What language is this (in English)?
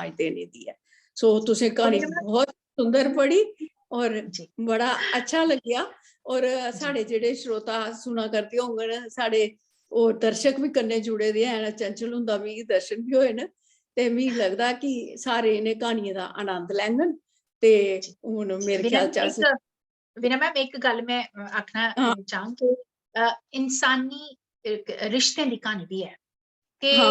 Dogri